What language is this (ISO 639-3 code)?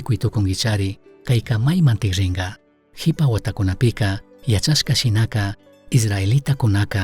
qug